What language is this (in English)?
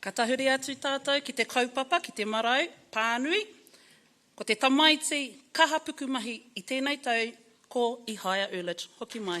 Māori